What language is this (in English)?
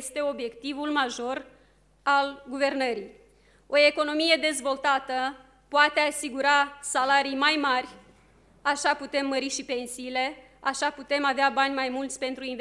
Romanian